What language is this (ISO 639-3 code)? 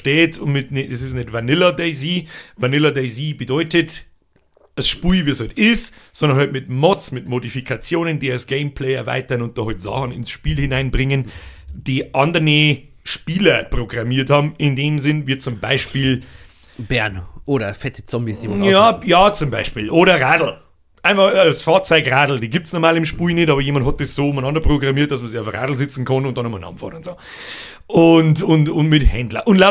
bar